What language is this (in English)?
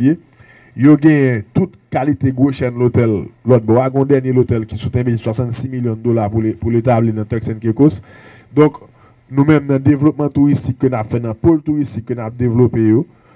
Haitian Creole